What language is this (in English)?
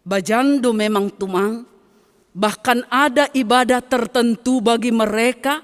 Batak Simalungun